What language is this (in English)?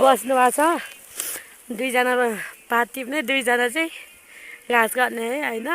Nepali